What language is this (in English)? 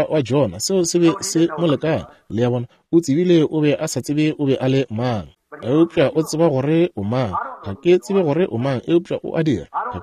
Northern Sotho